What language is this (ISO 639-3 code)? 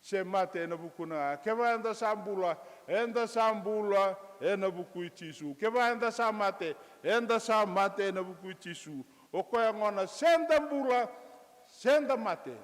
fij